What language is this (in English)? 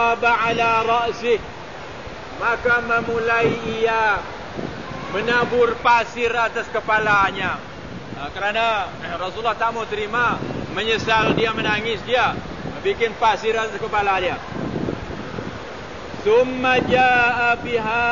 Malay